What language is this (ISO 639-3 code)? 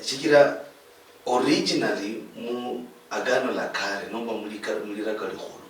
luy